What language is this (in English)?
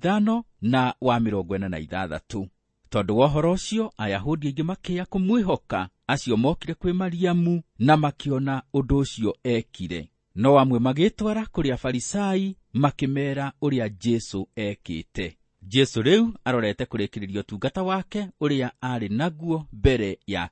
Kikuyu